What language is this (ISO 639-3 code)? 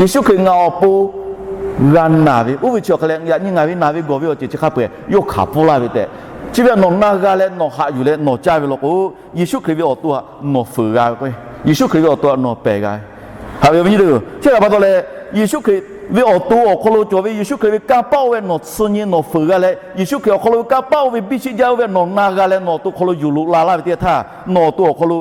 lhu